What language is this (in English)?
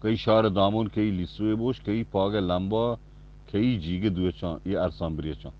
Eastern Balochi